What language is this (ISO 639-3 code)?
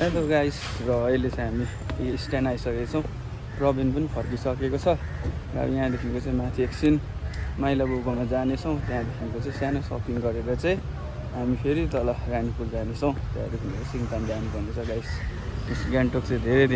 nep